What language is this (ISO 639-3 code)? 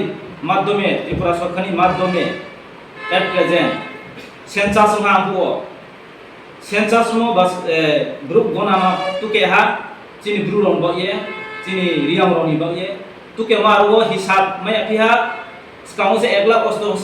ria